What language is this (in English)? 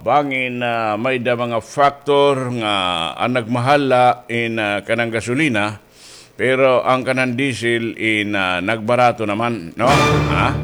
Waray